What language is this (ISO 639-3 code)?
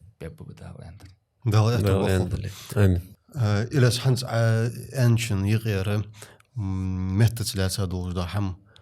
inh